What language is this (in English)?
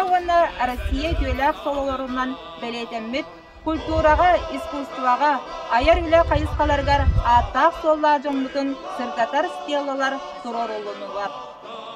Yakut